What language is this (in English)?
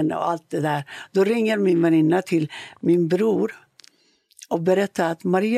Swedish